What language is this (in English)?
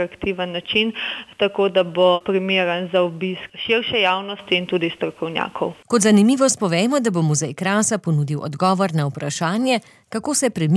Slovenian